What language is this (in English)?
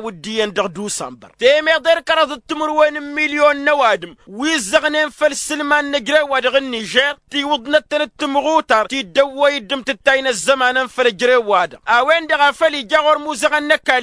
Tamasheq